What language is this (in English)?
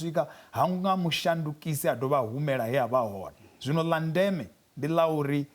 Venda